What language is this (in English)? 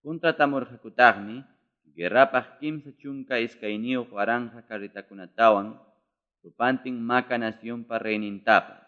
Ayacucho Quechua